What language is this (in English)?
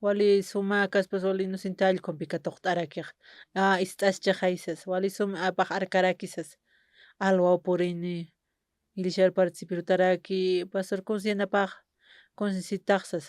Aymara